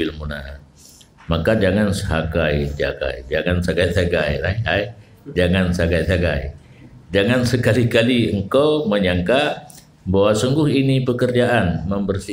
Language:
Achinese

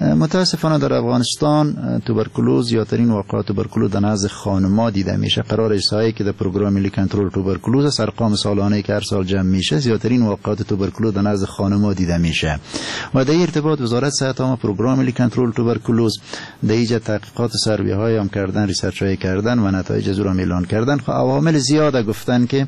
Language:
Persian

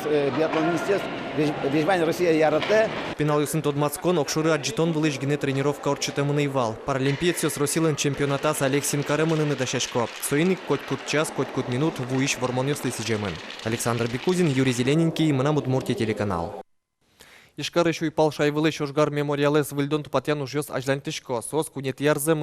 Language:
Udmurt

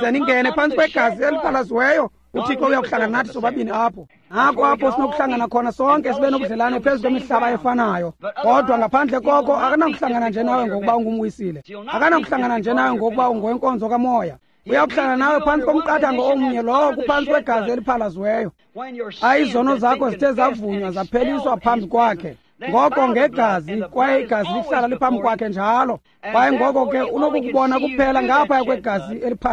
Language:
Xhosa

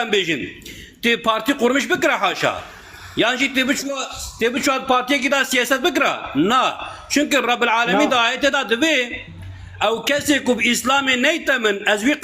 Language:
Kurdish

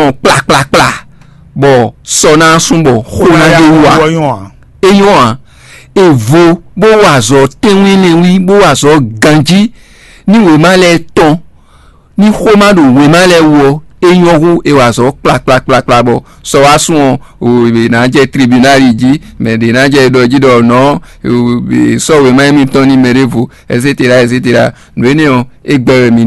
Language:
Fon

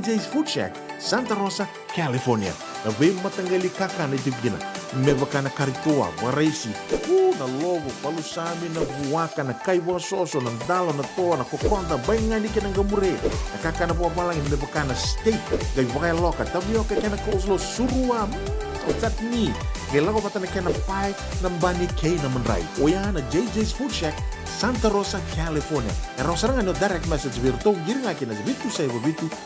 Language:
Fijian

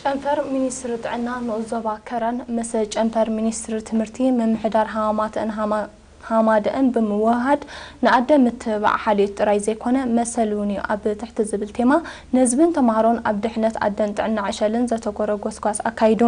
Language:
Tigrinya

